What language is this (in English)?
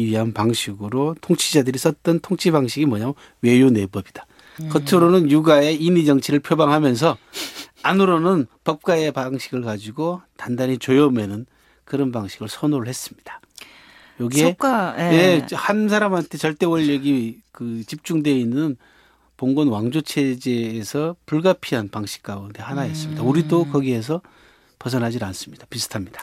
Korean